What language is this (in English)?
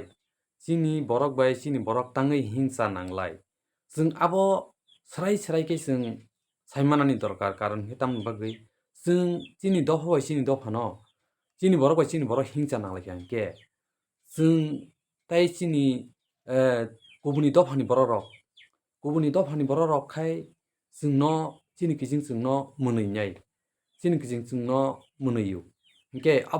Kok Borok